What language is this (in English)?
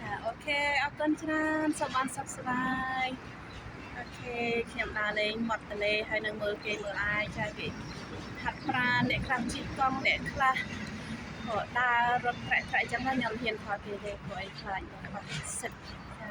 Khmer